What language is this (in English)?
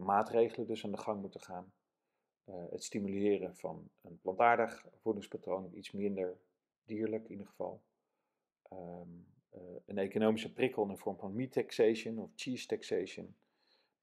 Dutch